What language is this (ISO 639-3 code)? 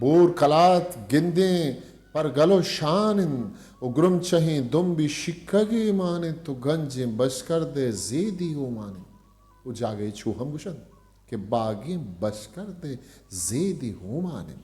bgp